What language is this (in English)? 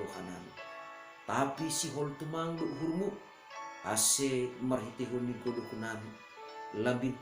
Batak Simalungun